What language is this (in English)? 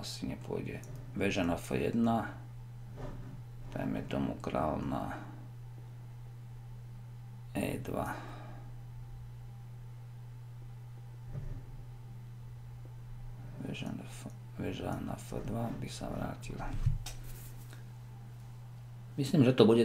Slovak